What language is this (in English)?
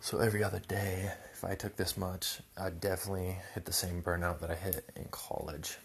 English